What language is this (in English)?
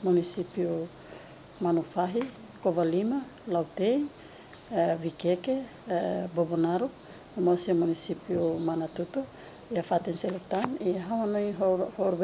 Tetum